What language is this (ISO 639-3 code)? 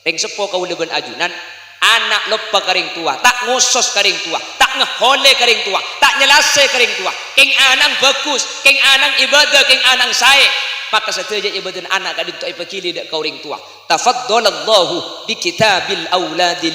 mad